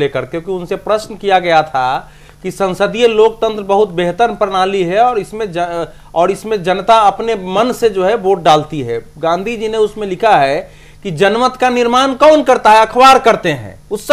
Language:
Hindi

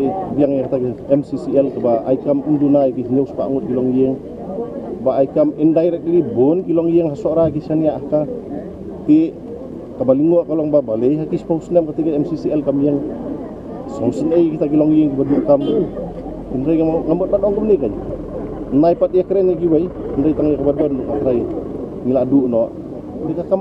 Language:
Khasi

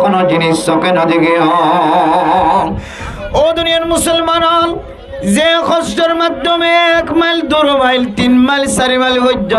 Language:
Rohingya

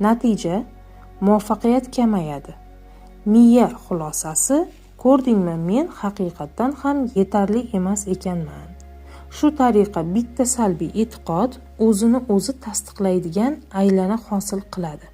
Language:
Uzbek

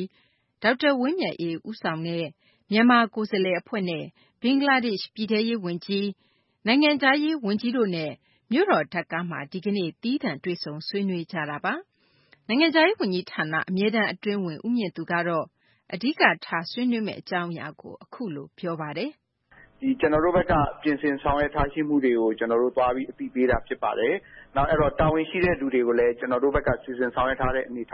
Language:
Burmese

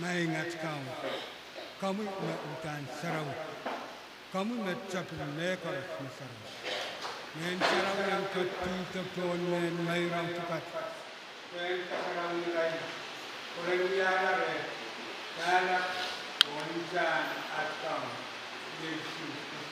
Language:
Pohnpeian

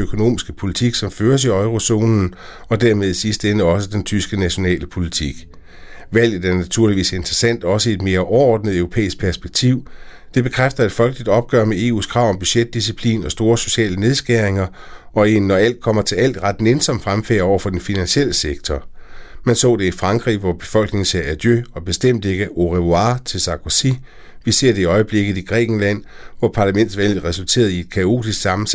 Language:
Danish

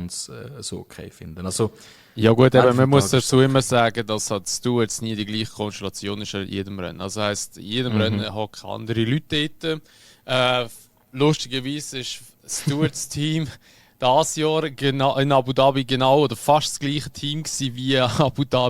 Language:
Swiss German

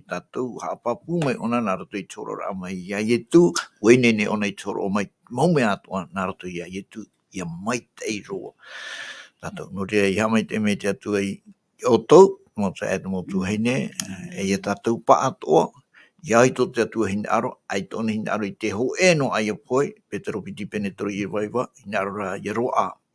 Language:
Tahitian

